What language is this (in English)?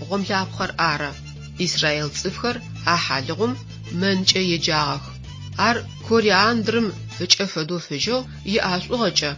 Adyghe